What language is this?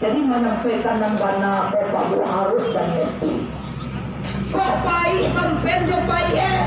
Minangkabau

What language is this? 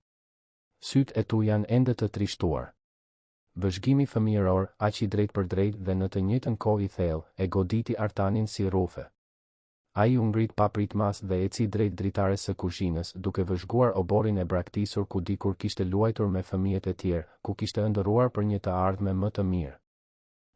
Albanian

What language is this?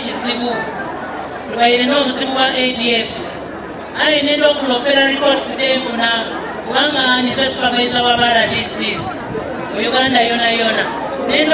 Soga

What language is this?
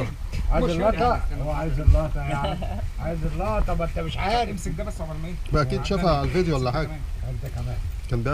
Egyptian Arabic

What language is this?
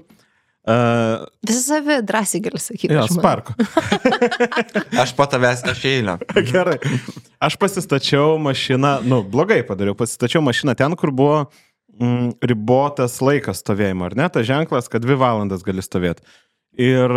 Lithuanian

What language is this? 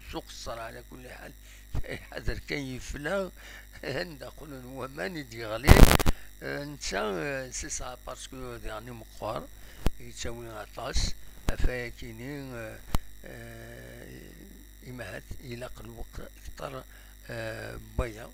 Kabyle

